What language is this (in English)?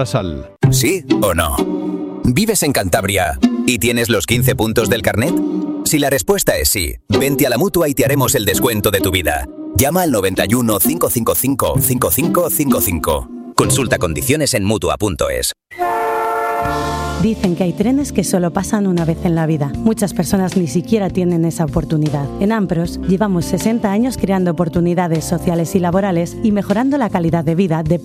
Spanish